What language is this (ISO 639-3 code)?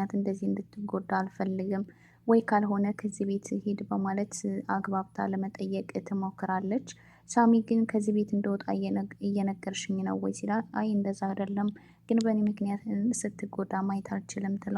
amh